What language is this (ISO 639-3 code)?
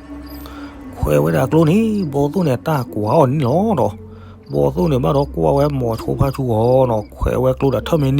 ksw